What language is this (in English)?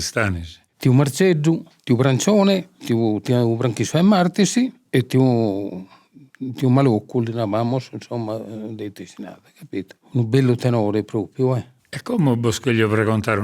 Sardinian